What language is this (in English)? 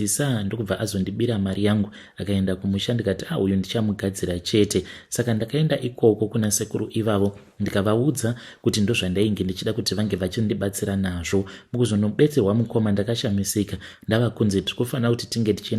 Shona